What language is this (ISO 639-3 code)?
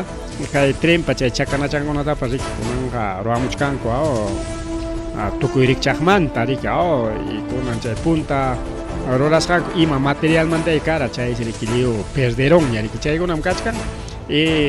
quy